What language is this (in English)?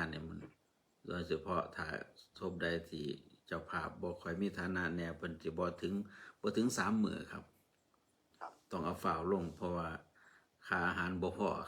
Northeastern Thai